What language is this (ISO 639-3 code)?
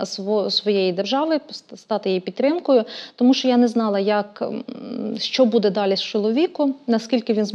ukr